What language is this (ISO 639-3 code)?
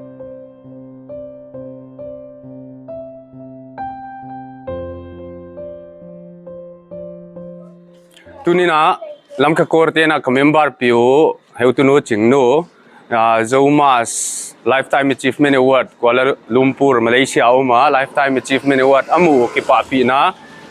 pck